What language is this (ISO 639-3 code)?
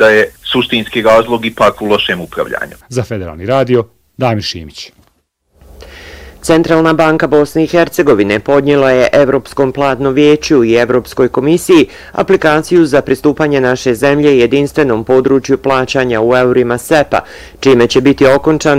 bos